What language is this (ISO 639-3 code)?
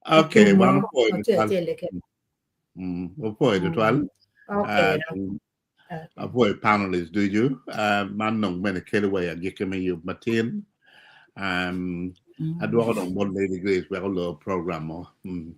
ach